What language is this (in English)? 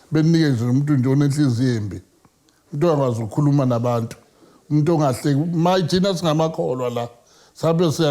Zulu